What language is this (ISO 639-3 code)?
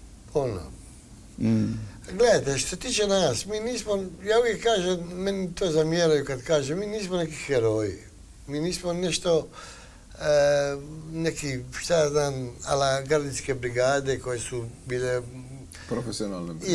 hrv